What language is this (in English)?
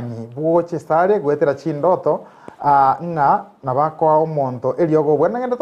Gusii